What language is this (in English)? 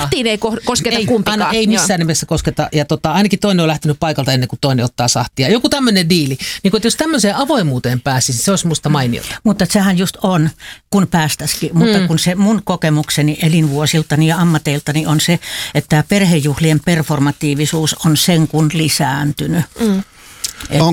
Finnish